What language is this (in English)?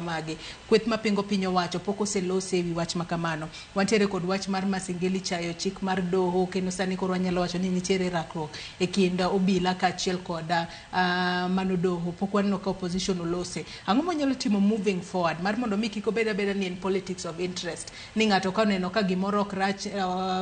Luo (Kenya and Tanzania)